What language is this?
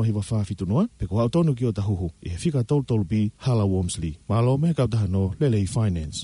Tongan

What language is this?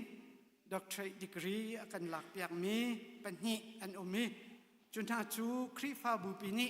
Hakha Chin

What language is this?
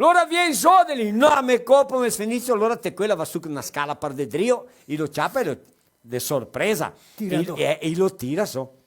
Venetian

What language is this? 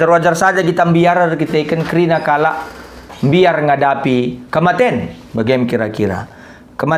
Batak Karo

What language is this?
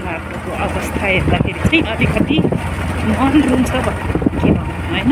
Nepali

